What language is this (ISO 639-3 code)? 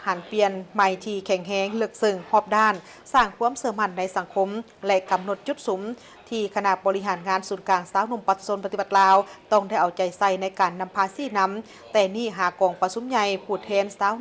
lao